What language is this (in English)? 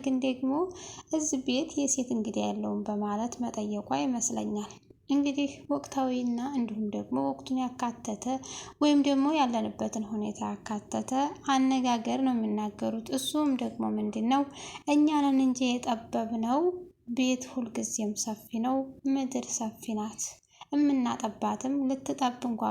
Amharic